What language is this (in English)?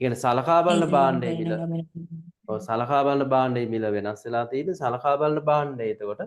Sinhala